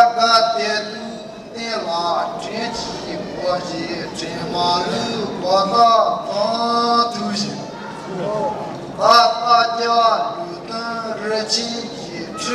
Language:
Tibetan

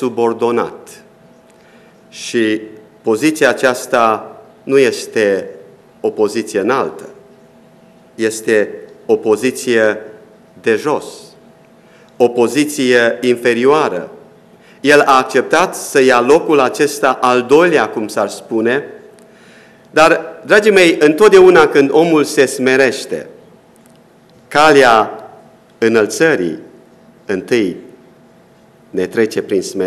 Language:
Romanian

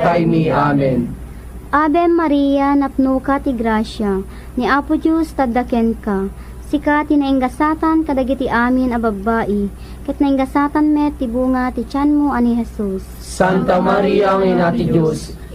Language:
Iloko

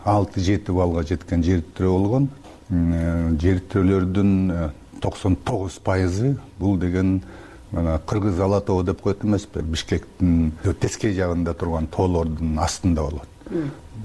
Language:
Kyrgyz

